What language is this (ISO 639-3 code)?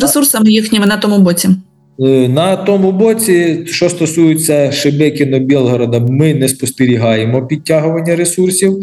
ukr